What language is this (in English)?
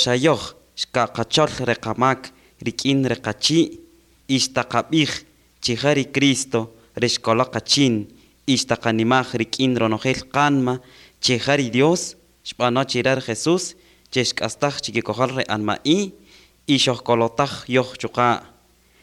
Kaqchikel